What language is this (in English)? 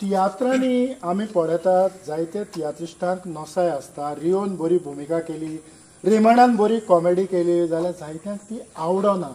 Konkani